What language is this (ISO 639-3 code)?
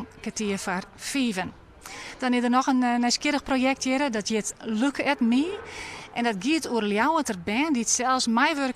fry